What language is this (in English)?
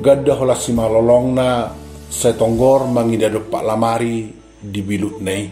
Batak Toba